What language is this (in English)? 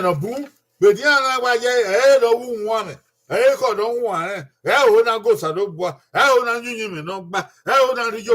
Bini